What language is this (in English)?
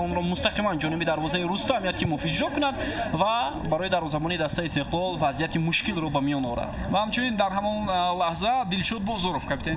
Tajik